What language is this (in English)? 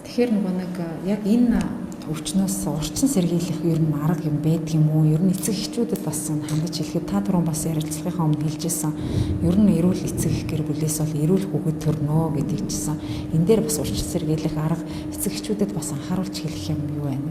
Mongolian